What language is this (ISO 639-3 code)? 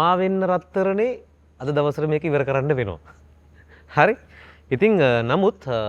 sin